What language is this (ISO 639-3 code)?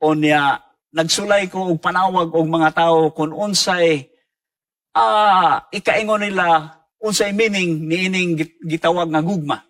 ceb